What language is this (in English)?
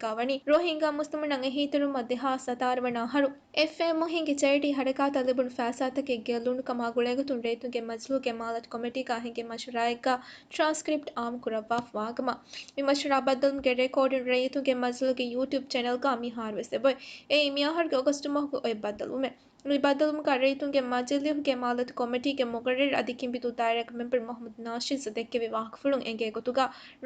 Divehi